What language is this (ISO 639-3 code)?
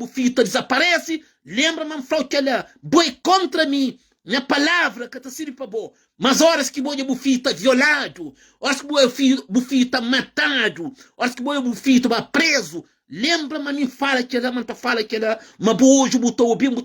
kea